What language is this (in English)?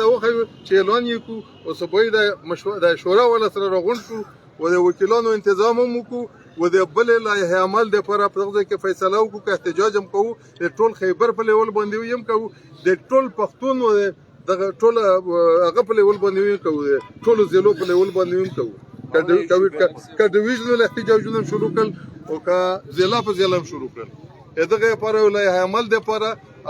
Pashto